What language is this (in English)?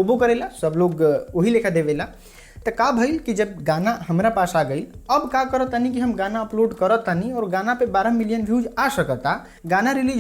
Bhojpuri